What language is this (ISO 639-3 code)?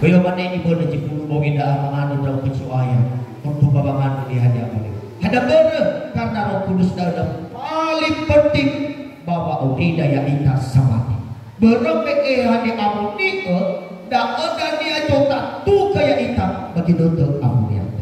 nia